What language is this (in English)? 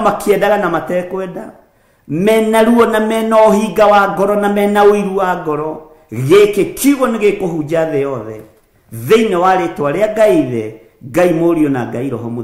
Kikuyu